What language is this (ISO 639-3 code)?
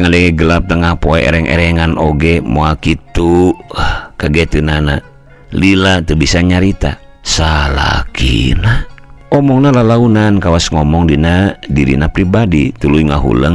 sun